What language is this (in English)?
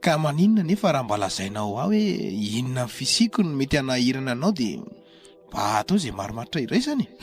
Malagasy